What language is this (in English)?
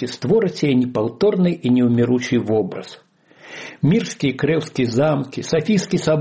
Belarusian